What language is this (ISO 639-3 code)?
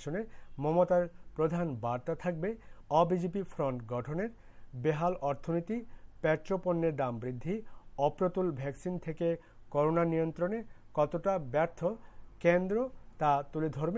ben